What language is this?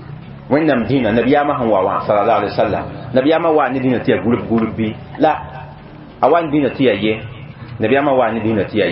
Mossi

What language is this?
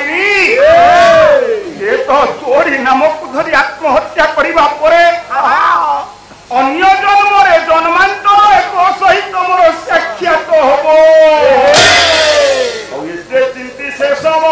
Odia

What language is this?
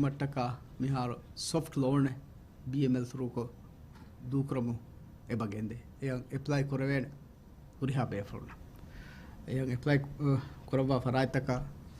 Divehi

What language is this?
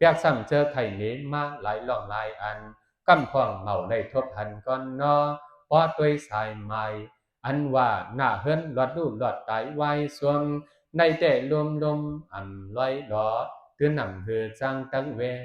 Shan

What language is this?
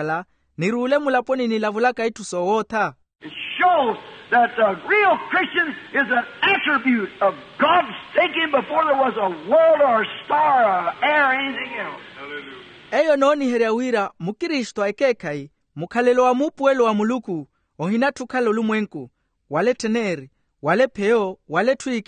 Makhuwa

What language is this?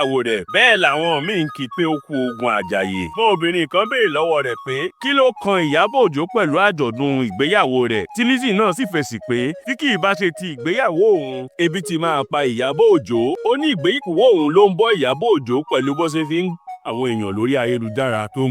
Yoruba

